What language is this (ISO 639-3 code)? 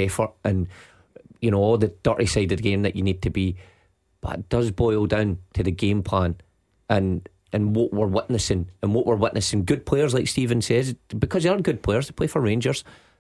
eng